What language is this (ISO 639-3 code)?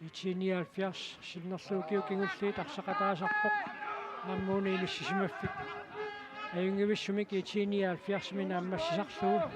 kal